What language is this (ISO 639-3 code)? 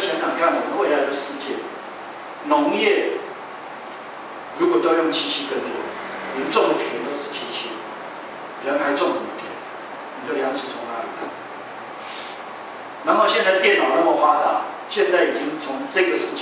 zho